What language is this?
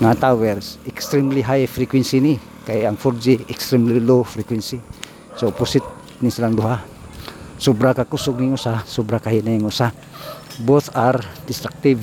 Cebuano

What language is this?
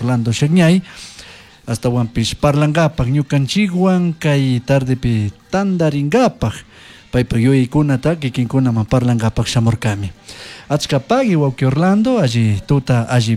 Chimborazo Highland Quichua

